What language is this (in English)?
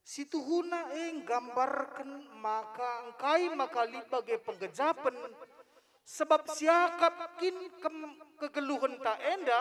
Batak Karo